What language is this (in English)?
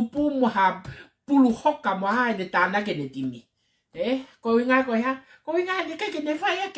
Tongan